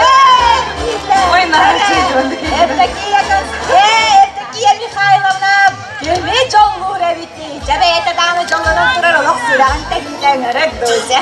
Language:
Yakut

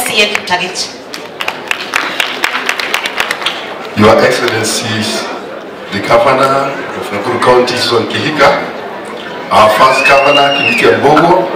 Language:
Swahili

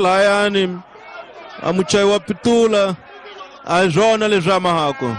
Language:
Tsonga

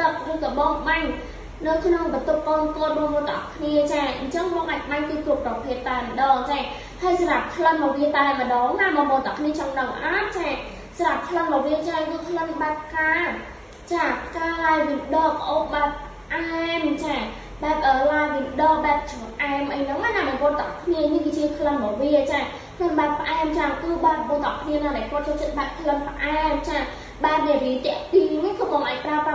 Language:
Khmer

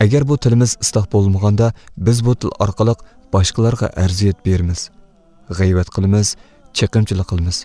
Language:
Uyghur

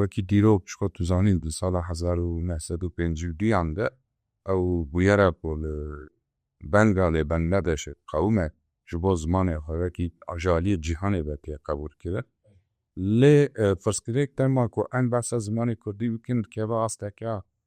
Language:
Kurdish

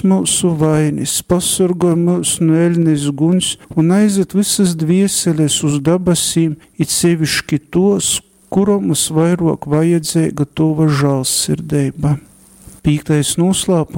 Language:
Latgalian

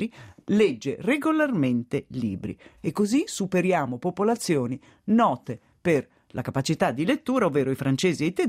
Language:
Italian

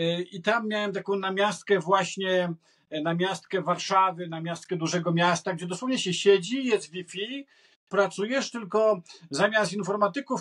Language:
Polish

